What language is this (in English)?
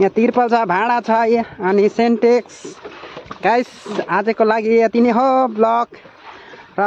Nepali